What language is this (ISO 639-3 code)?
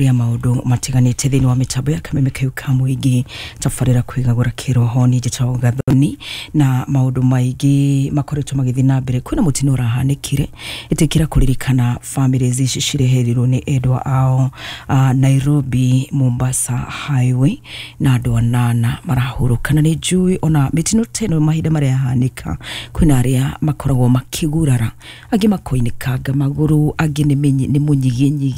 kik